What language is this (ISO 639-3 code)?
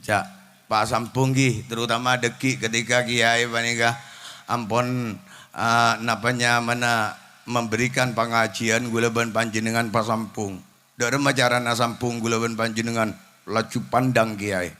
mad